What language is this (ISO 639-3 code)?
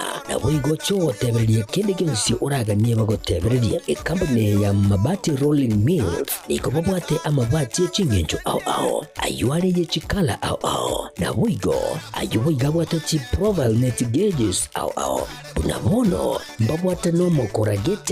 guz